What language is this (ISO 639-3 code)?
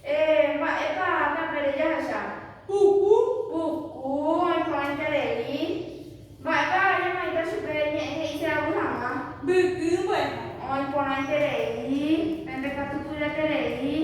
grn